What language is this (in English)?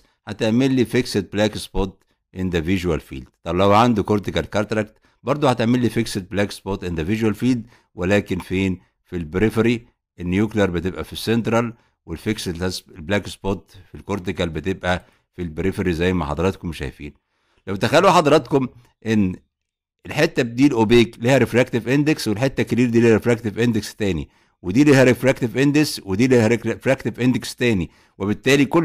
Egyptian Arabic